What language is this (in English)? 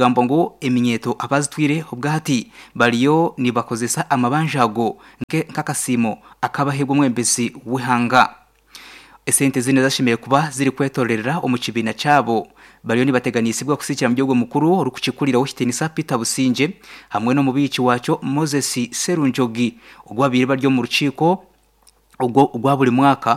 Nyankole